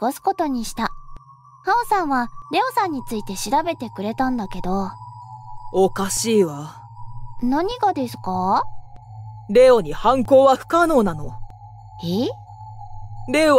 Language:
Japanese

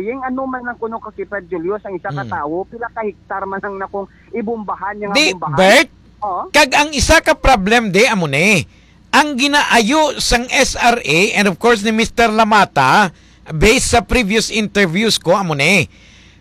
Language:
Hiligaynon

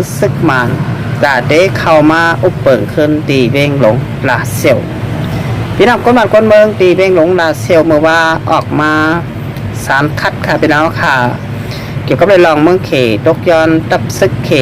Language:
Shan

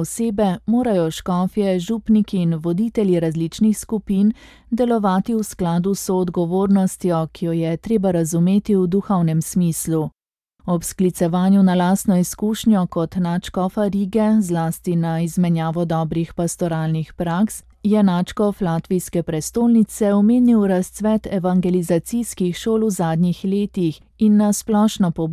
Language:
Slovenian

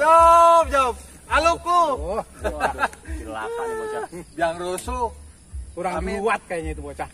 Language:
Betawi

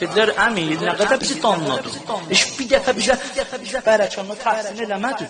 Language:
South Azerbaijani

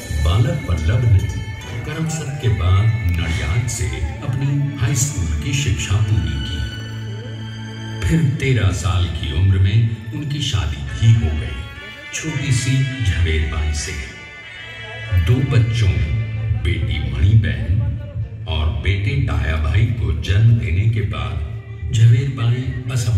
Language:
Hindi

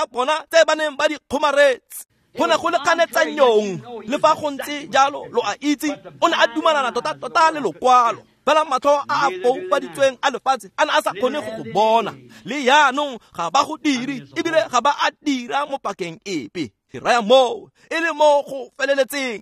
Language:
Tswana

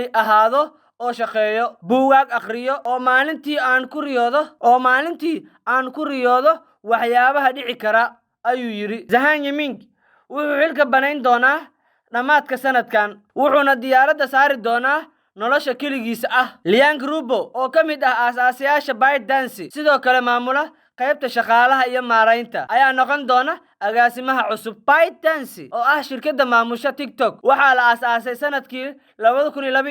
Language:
Somali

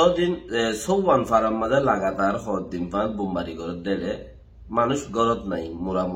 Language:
Rohingya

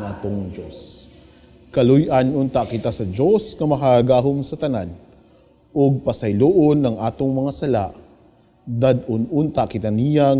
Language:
Cebuano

